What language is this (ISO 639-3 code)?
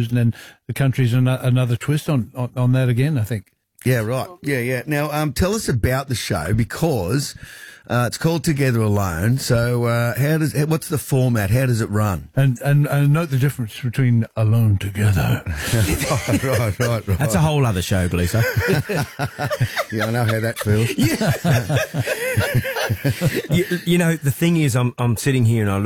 eng